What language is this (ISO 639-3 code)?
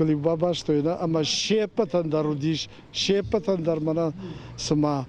oss